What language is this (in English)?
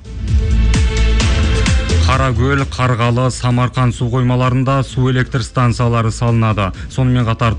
Kazakh